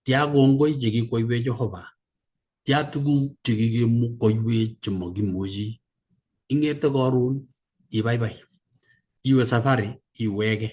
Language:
Kalenjin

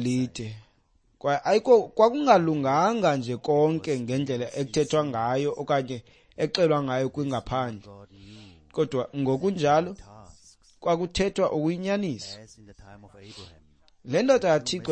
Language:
Xhosa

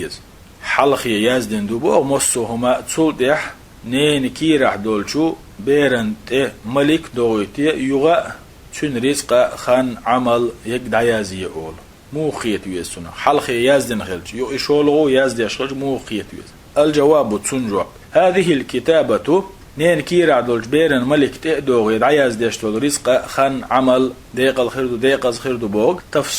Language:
Chechen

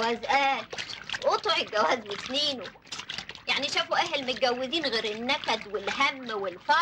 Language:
Egyptian Arabic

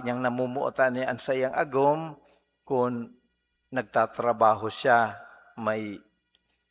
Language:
Bikol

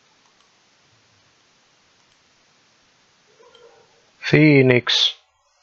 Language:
Finnish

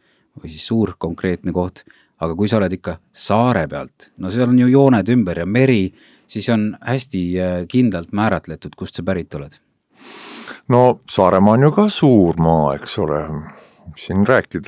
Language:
Estonian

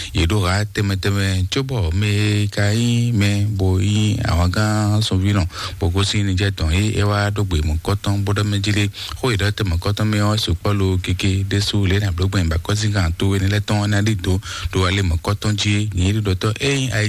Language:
Fon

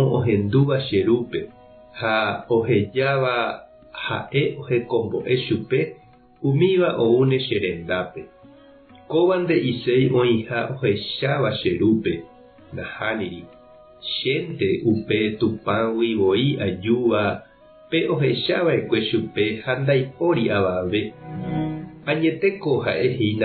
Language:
Guarani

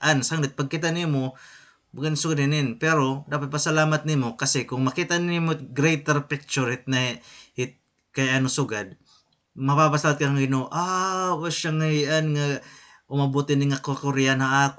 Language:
Waray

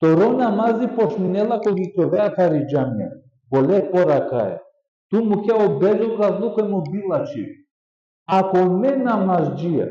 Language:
Balkan Romani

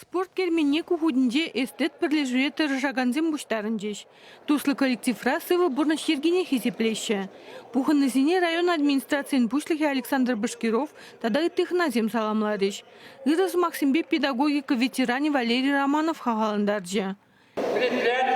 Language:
Chuvash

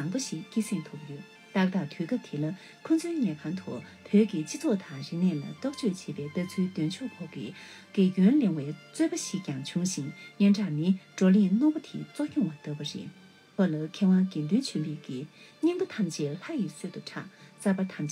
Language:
Tibetan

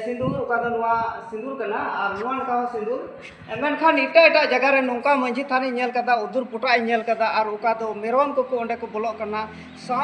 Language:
Santali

